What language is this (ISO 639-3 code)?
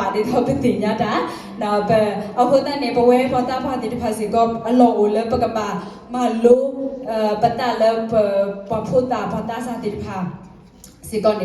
ksw